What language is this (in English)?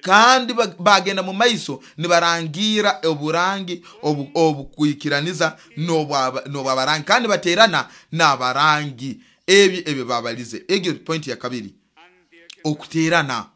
Nyoro